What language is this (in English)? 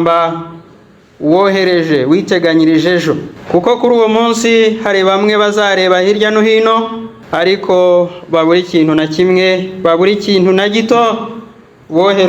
Kinyarwanda